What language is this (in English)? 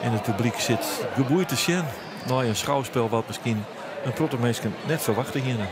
Western Frisian